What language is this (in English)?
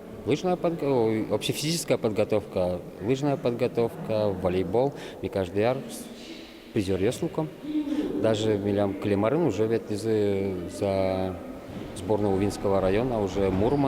Udmurt